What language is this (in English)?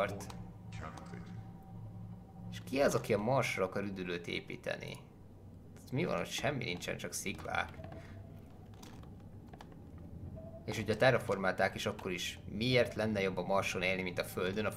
Hungarian